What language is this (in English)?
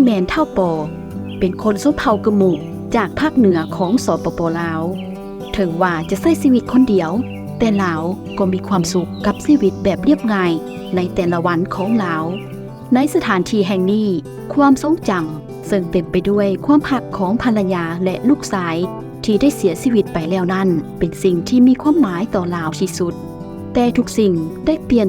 Lao